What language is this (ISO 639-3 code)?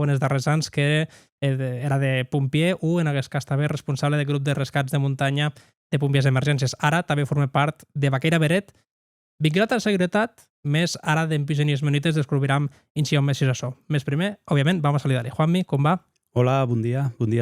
oci